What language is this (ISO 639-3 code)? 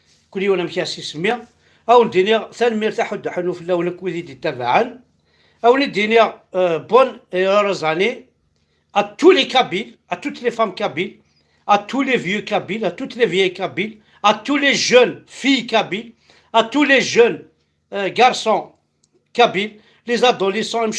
kab